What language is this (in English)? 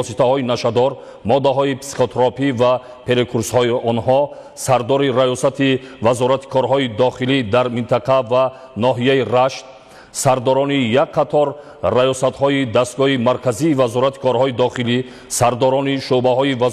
Tajik